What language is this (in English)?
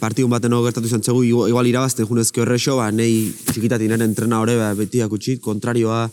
Basque